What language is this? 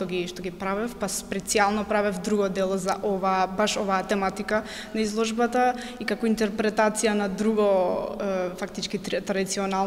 Macedonian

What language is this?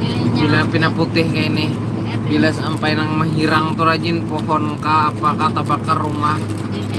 Banjar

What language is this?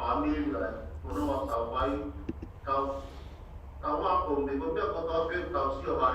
Tongan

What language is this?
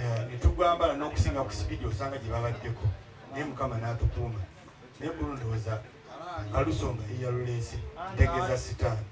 Ganda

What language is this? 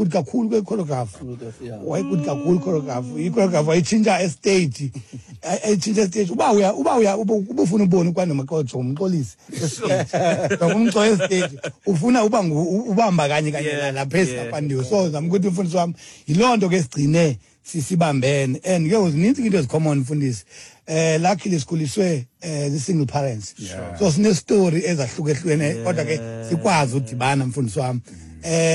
Xhosa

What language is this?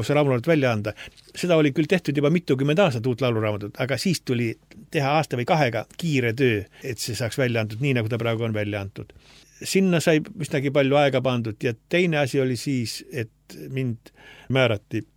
Estonian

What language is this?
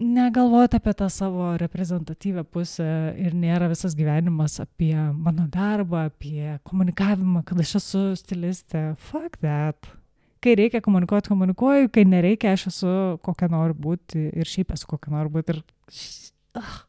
Lithuanian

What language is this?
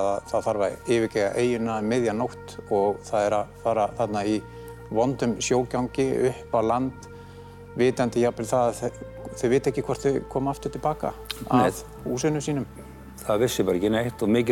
Icelandic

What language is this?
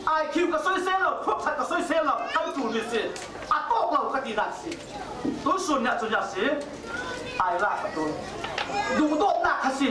Falam Chin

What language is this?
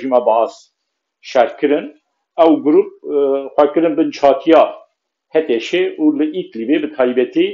Kurdish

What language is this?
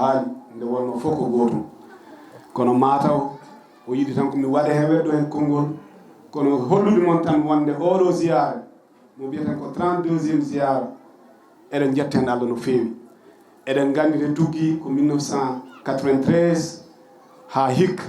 Fula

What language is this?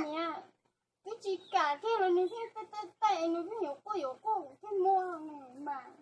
Hmong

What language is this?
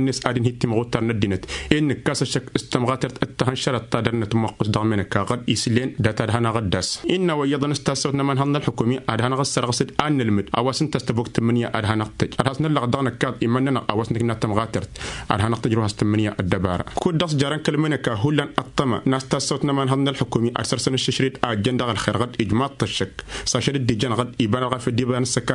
Tamasheq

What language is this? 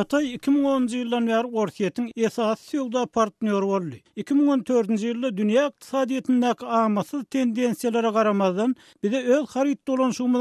Turkmen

